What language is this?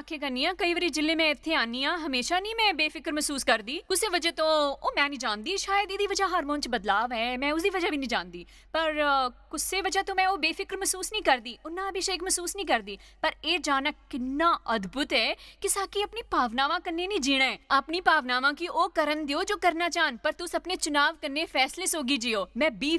Dogri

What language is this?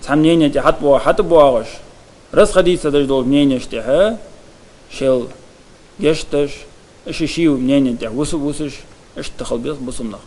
Ingush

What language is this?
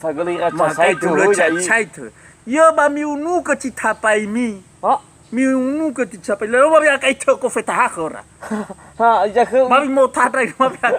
Nias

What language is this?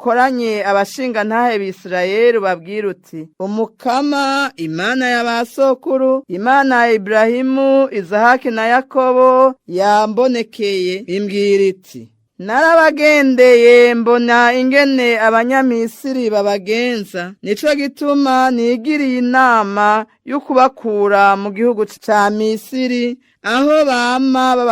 Rundi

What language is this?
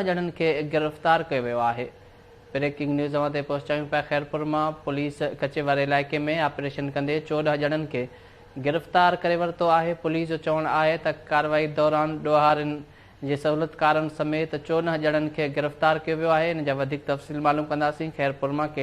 Sindhi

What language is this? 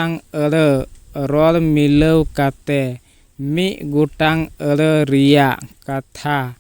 Santali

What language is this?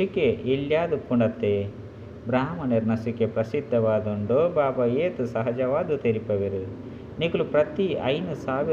Tulu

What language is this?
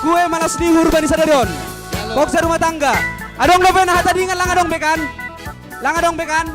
Batak Simalungun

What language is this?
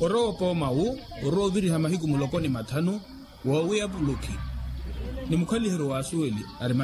Makhuwa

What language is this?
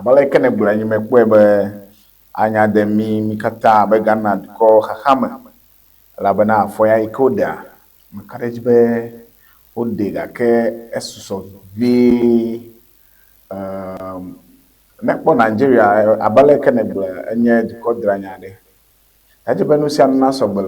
Ewe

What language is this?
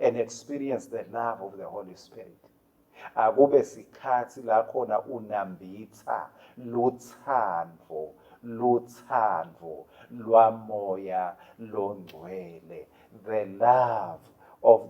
Swati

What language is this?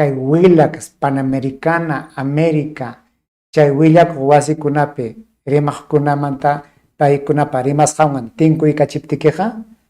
Ayacucho Quechua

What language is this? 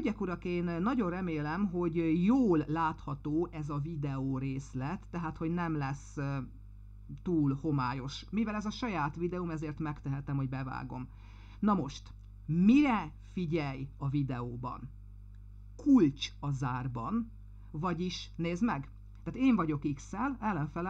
Hungarian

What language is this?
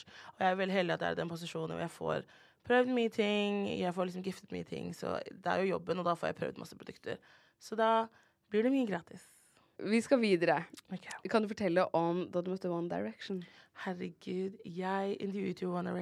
Norwegian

